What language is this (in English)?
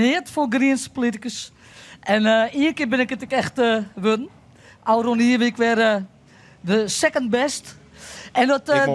Western Frisian